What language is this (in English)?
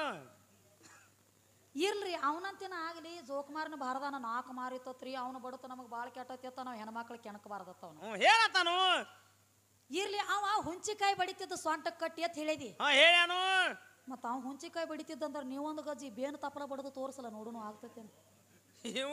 Kannada